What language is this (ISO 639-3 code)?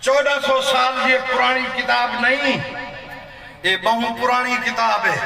skr